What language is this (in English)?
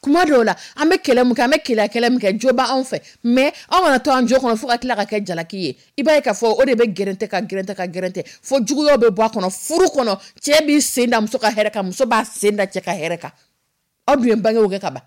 Dyula